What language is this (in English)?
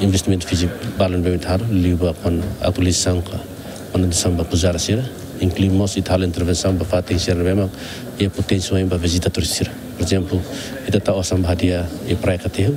Tetum